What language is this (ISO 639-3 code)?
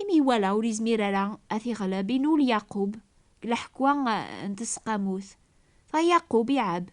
kab